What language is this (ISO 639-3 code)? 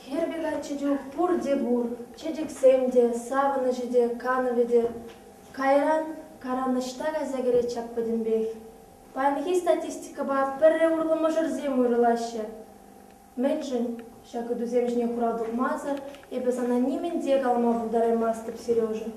chv